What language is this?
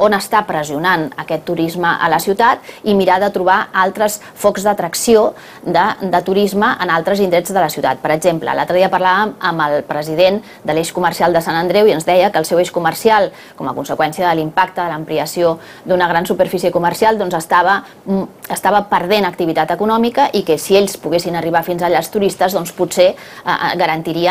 Catalan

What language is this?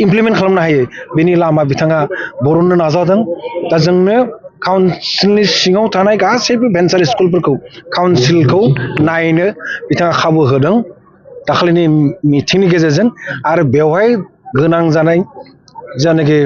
Bodo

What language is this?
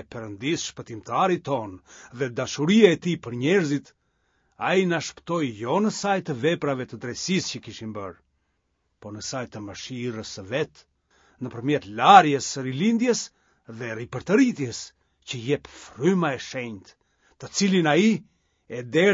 Albanian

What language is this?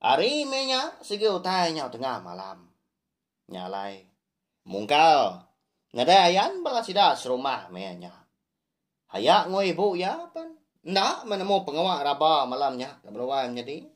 Iban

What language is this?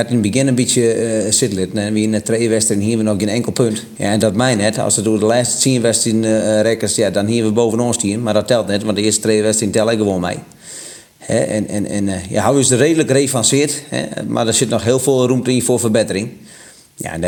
Western Frisian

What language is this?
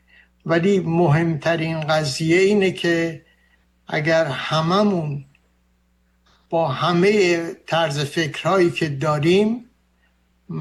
Persian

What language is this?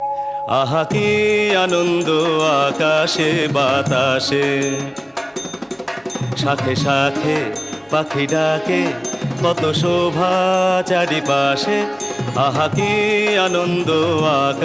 Bangla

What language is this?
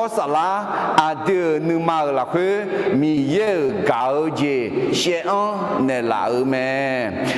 Akha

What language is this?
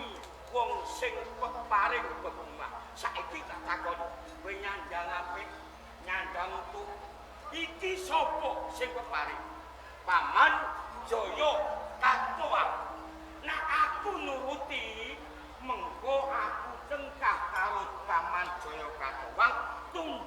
Javanese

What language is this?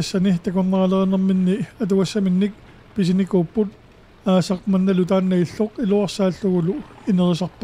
Kalaallisut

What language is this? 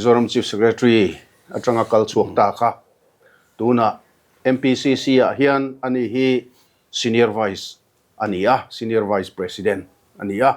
Mizo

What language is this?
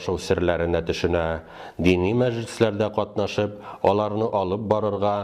Tatar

